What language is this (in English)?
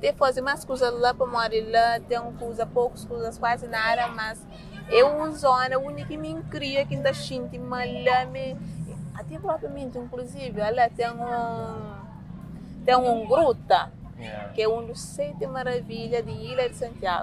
Kabuverdianu